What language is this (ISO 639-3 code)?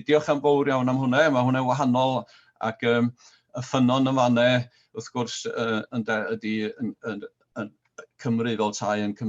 cym